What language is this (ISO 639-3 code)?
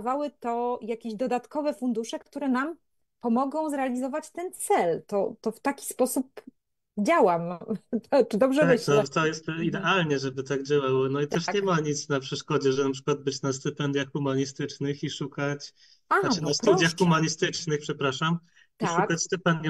pol